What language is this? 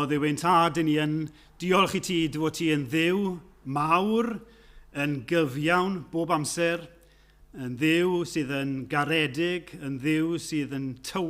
Welsh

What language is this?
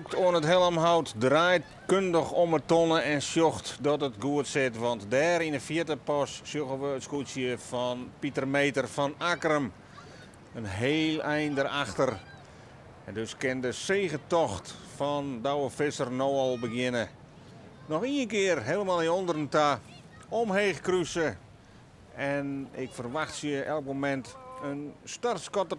Western Frisian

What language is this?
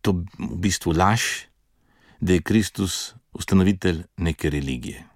Slovenian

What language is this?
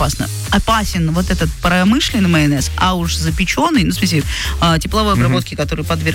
Russian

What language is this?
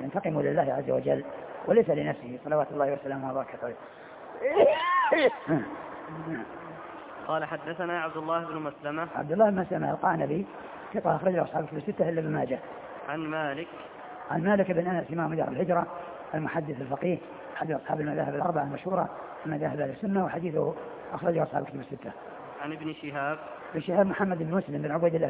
Arabic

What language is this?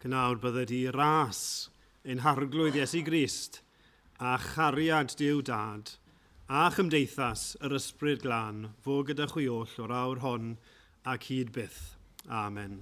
Welsh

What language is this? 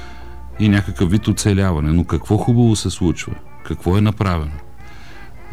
Bulgarian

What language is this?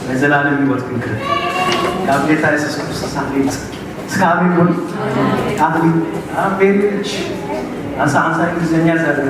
Tigrinya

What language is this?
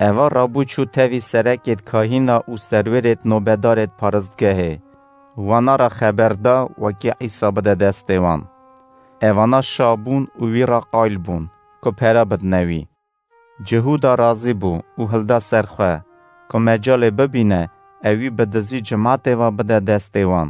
Kurdish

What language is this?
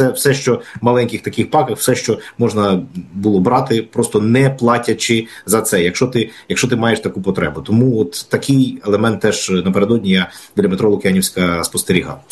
Ukrainian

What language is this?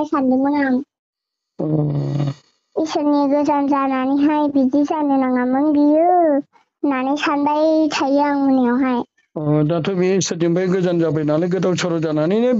Bodo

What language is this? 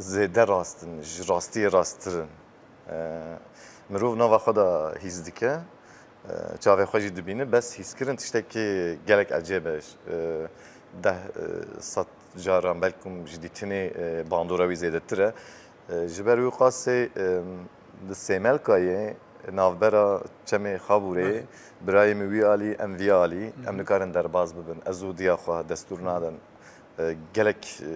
Kurdish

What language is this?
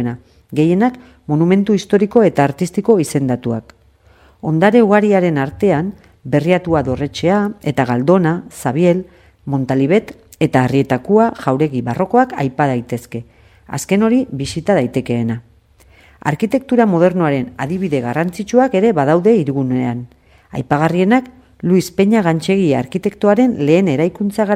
Basque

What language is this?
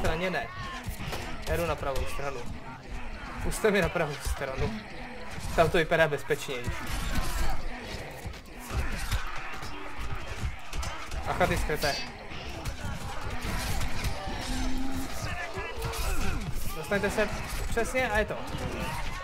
Czech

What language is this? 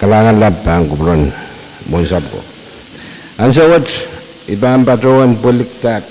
Pohnpeian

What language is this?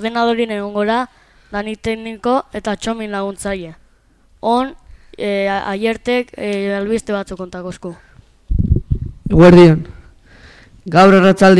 Basque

